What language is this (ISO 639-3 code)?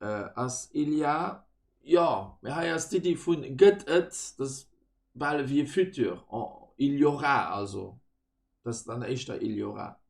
ltz